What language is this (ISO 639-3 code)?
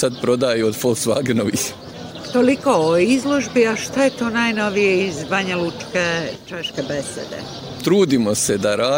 bos